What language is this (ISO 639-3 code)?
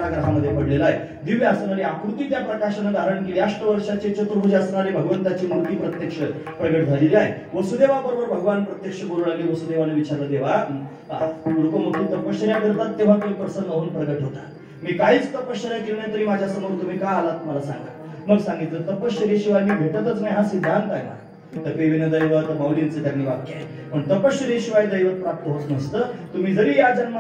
mar